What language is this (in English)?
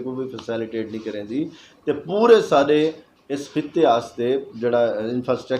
Saraiki